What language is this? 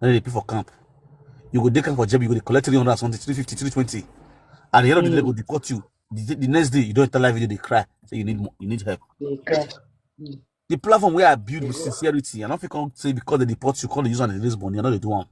Nigerian Pidgin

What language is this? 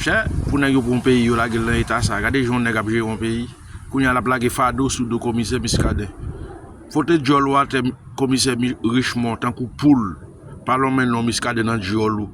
Haitian Creole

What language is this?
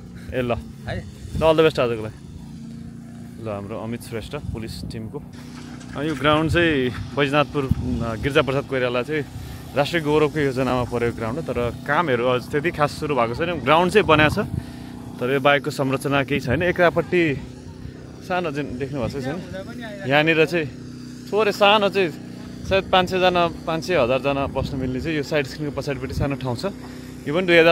Nepali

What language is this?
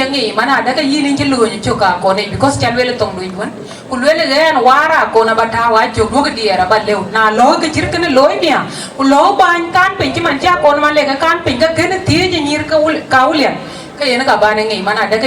Dinka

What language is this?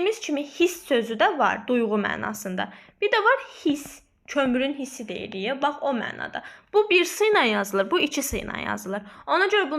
Azerbaijani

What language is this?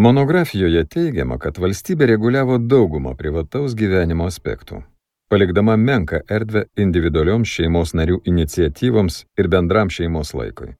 Lithuanian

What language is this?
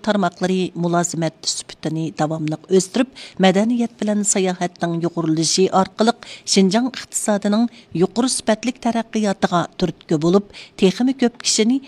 Uyghur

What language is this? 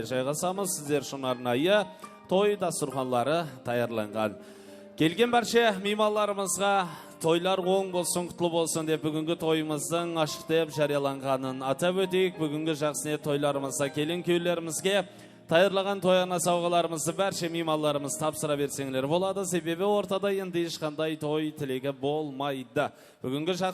Kara-Kalpak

